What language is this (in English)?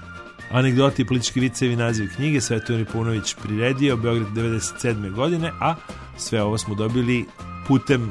Serbian